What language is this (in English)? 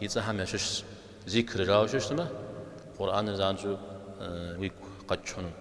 Kabardian